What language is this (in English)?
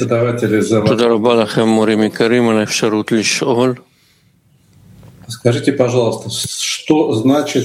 Hebrew